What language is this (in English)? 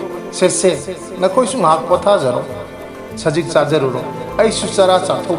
Manipuri